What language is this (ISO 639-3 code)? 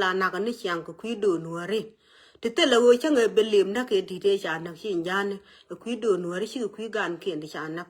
nus